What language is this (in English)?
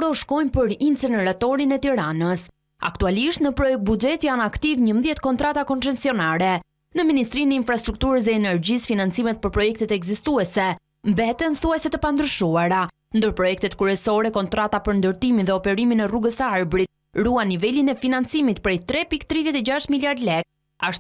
Albanian